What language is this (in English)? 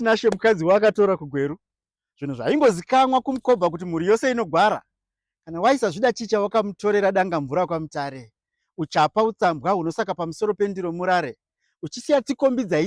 Shona